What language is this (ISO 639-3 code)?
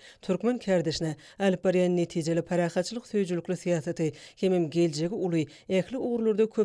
tuk